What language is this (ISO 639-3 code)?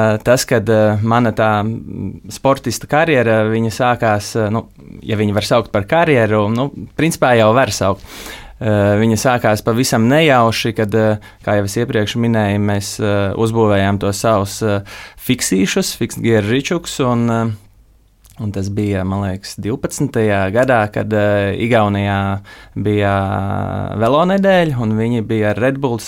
lav